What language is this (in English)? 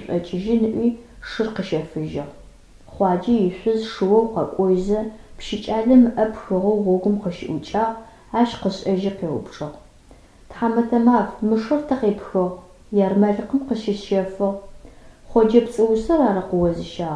Adyghe